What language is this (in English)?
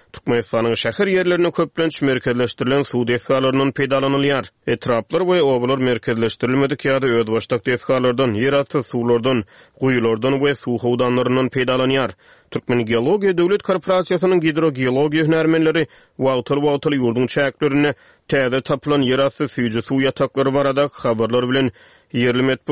Turkmen